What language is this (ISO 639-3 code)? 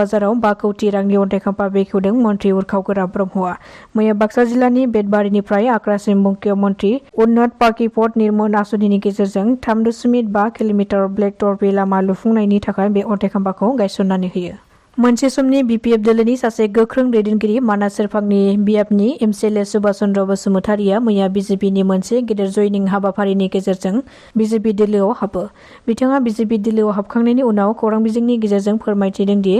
brx